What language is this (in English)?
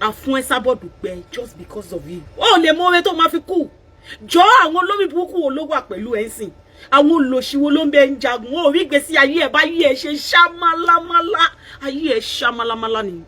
Yoruba